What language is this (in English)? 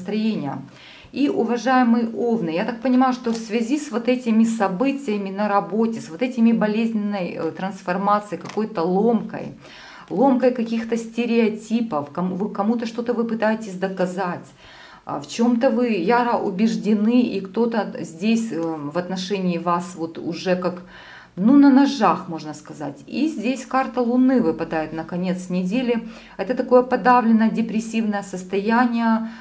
Russian